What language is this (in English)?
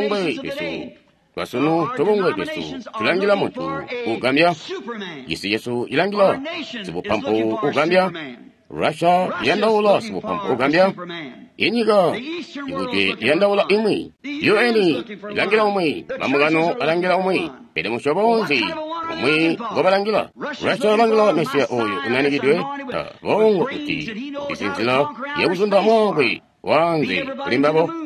Tonga (Zambia)